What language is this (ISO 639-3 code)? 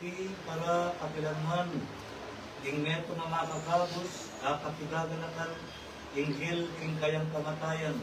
pam